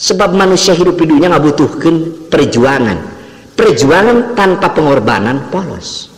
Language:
Sundanese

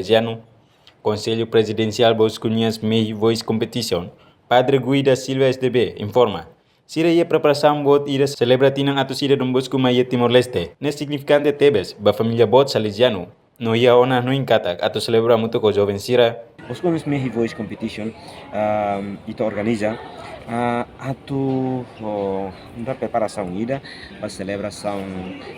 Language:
Tetum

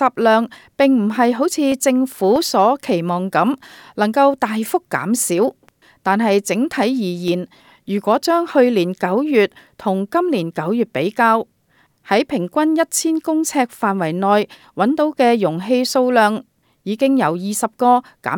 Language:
Cantonese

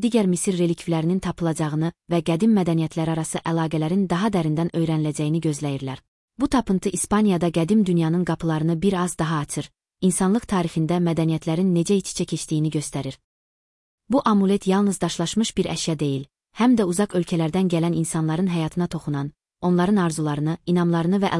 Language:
Azerbaijani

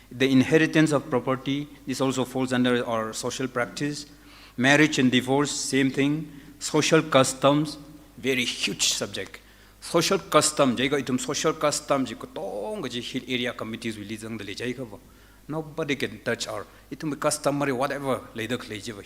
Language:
Tangkhul Naga (India)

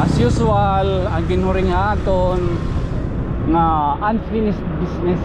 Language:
Waray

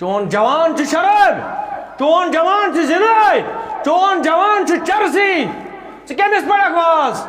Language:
Kashmiri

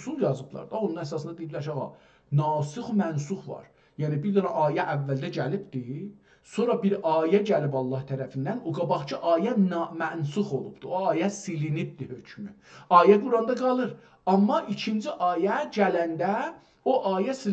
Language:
South Azerbaijani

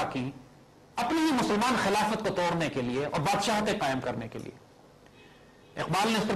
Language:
Urdu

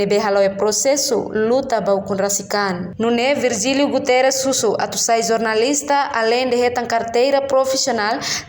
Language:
Tetum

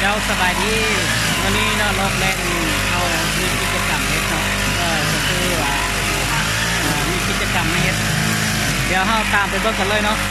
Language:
Lao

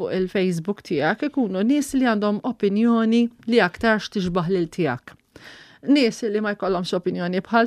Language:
Maltese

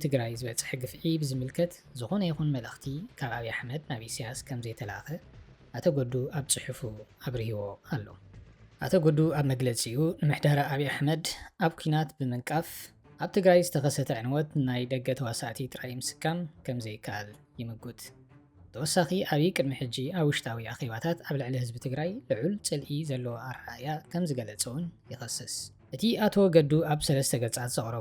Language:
Tigrinya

